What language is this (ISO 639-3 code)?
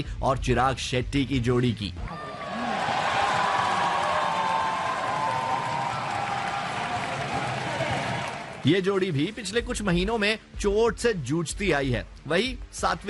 hin